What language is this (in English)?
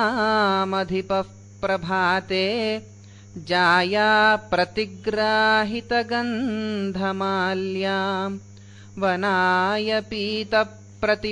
Sanskrit